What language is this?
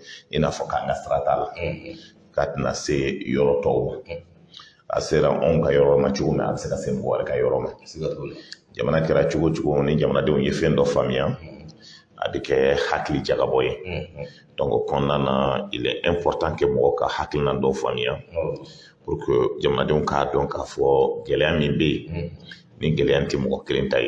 Bambara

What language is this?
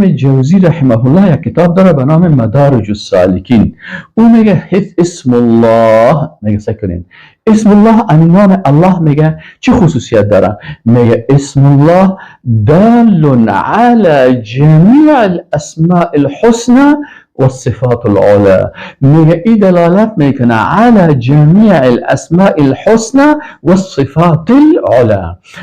Persian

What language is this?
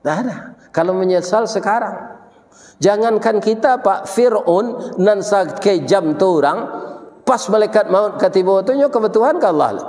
Minangkabau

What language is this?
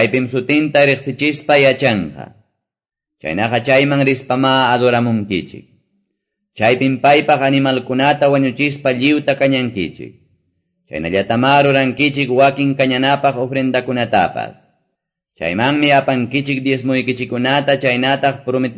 Quechua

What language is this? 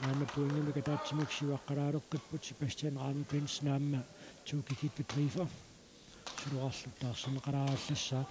Kalaallisut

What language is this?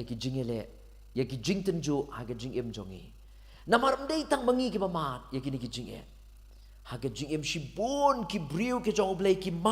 Khasi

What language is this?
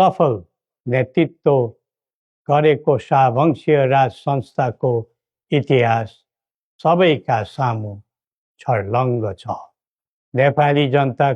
Nepali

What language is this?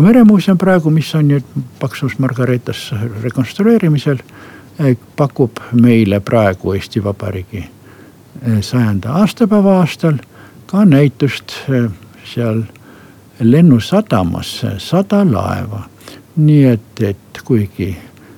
Estonian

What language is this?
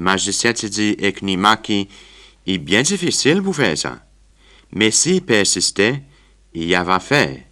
Seselwa Creole French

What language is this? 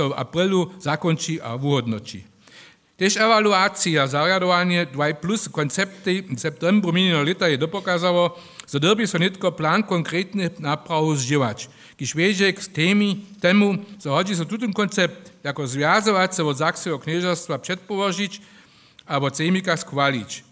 Upper Sorbian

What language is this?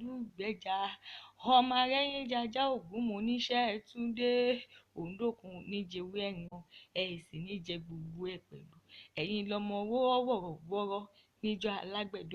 Yoruba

